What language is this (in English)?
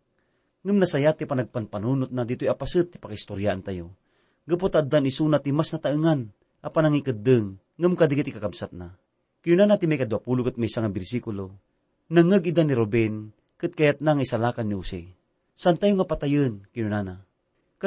Iloko